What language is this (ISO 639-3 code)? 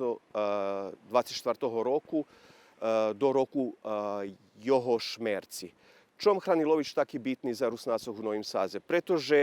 rue